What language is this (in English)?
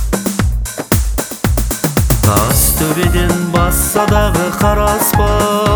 Kazakh